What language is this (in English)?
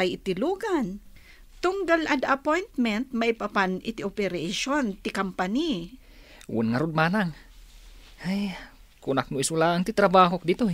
Iloko